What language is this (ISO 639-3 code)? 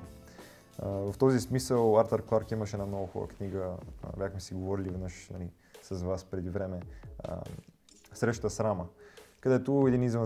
bul